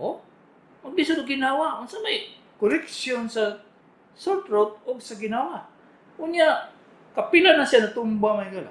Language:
Cebuano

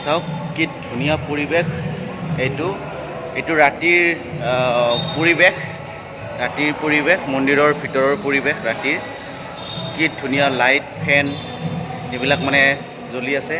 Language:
Assamese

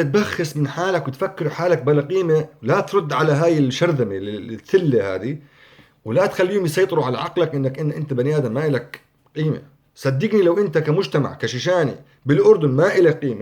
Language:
North Levantine Arabic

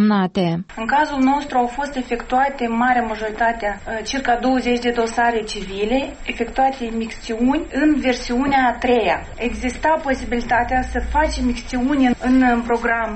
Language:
Romanian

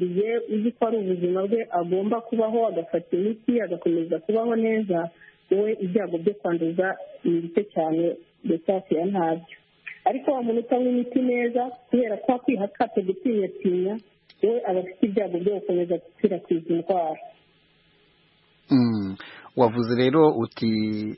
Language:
Kinyarwanda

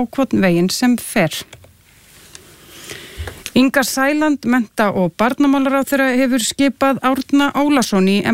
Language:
Icelandic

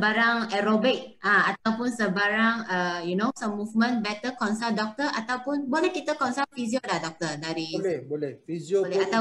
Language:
Malay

